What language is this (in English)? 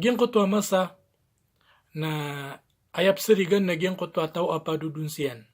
Maranao